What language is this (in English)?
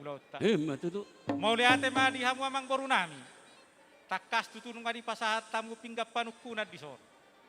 Batak Toba